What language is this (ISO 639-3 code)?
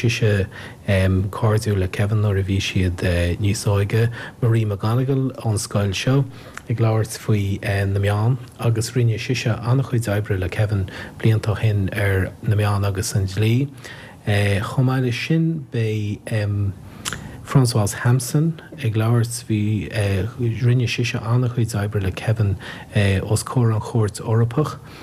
gle